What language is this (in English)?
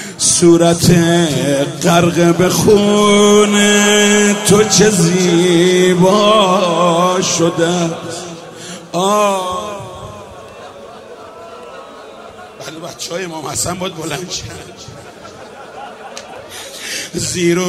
Persian